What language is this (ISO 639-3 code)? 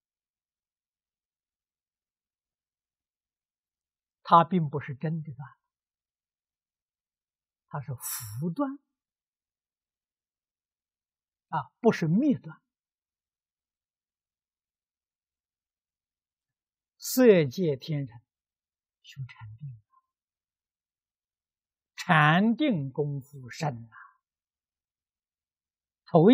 zho